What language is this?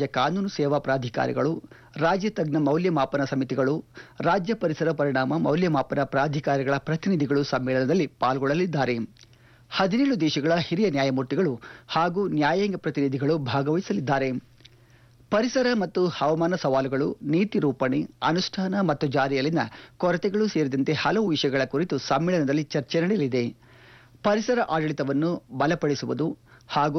Kannada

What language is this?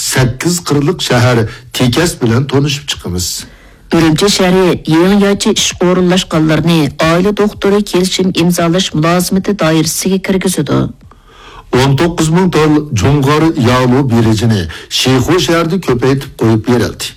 Uyghur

